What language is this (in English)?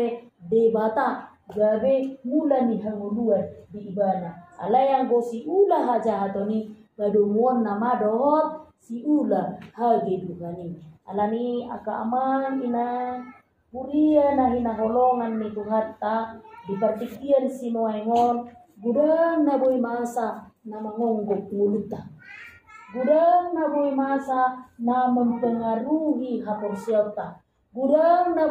Batak Toba